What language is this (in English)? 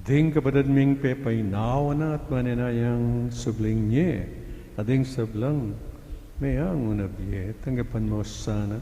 Pampanga